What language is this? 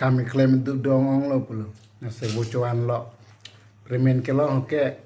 Karbi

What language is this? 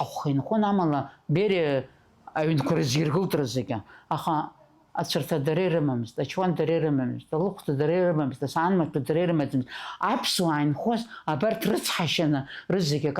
Abkhazian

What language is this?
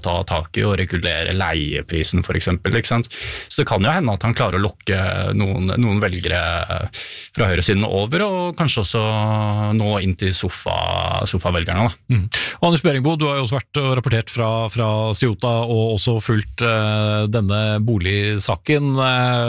Norwegian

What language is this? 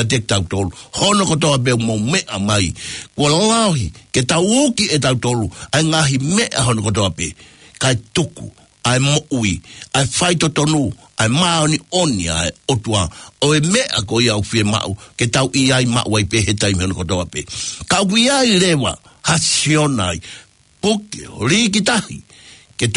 Tongan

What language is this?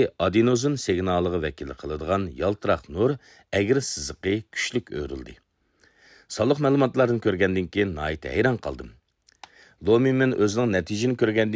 Uyghur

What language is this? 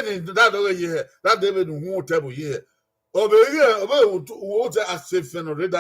Bini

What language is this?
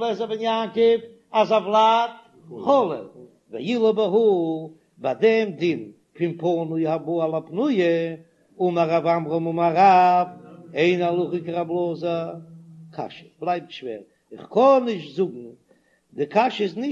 Yiddish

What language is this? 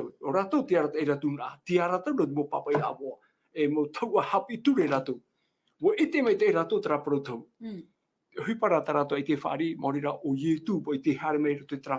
Tahitian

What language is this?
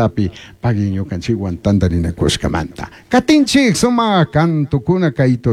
Chimborazo Highland Quichua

